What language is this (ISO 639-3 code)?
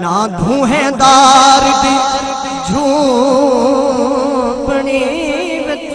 skr